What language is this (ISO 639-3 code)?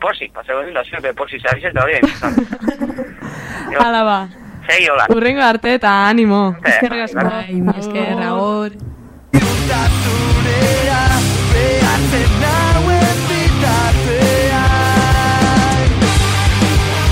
eus